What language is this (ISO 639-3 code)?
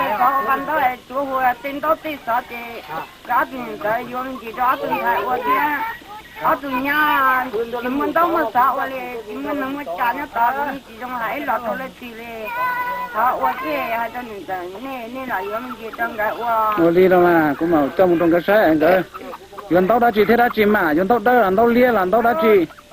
hmn